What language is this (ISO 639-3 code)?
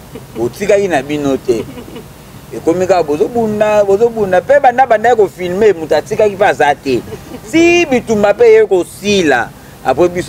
lin